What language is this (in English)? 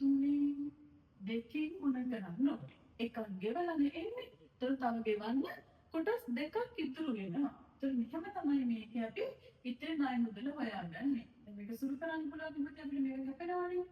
Sinhala